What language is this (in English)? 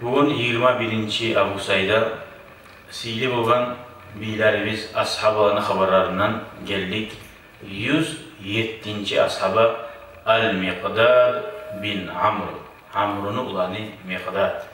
Kumyk